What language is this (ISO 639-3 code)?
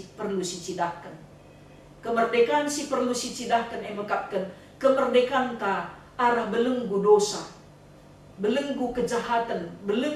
btx